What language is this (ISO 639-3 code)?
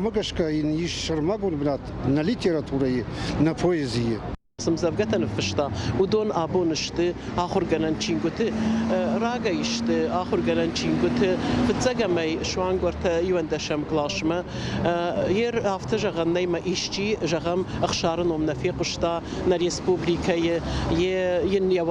oss